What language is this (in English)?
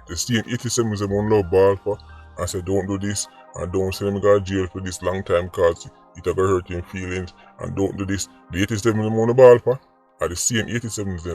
Jamaican Creole English